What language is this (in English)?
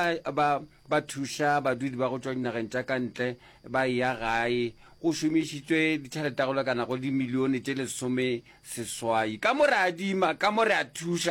Northern Sotho